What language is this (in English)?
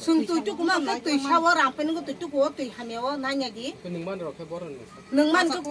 Kok Borok